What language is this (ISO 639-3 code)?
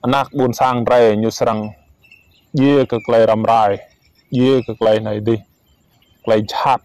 rad